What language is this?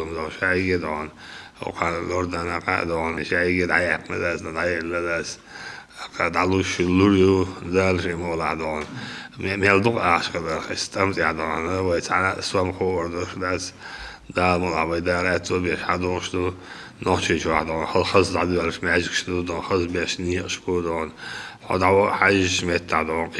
Chechen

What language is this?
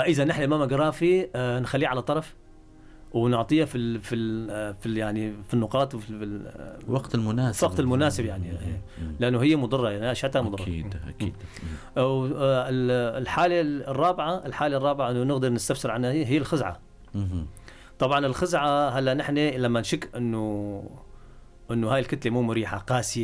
North Levantine Arabic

